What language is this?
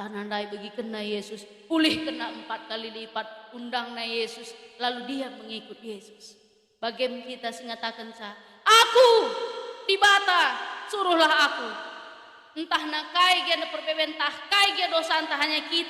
Batak Karo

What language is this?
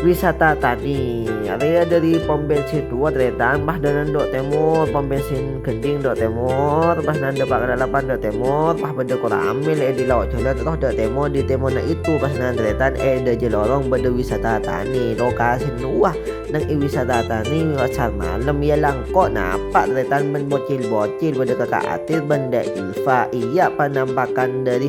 Madurese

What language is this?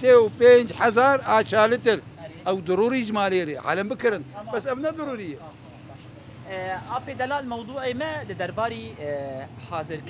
Kurdish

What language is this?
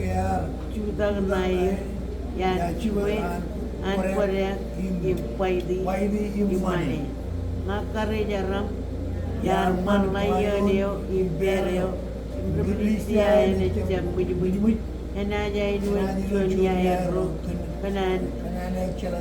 Marshallese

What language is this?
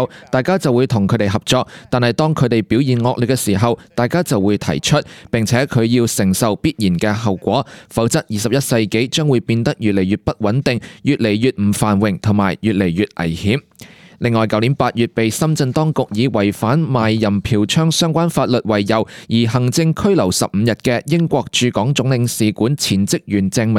Cantonese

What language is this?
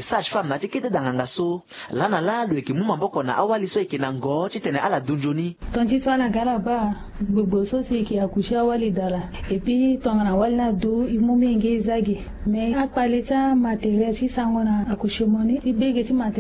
Sango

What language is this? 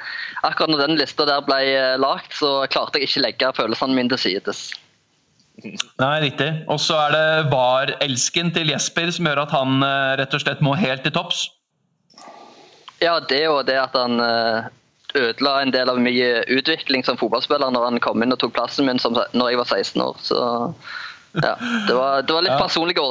Norwegian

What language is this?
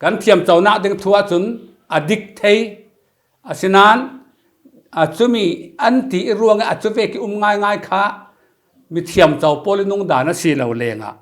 Falam Chin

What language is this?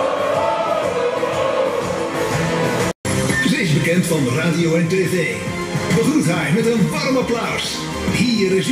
Dutch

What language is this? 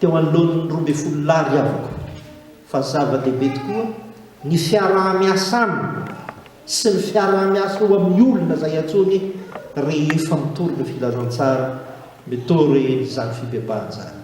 Malagasy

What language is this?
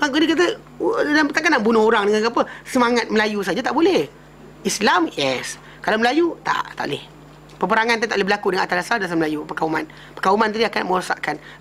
Malay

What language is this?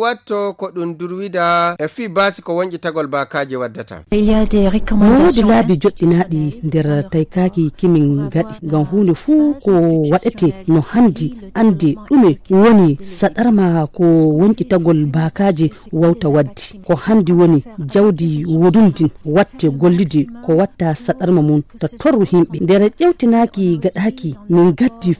Fula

